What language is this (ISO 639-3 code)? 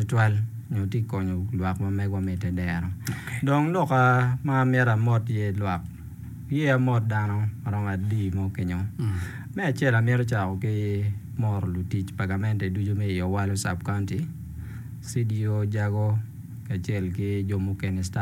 ach